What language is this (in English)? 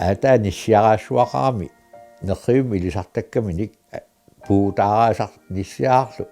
Kalaallisut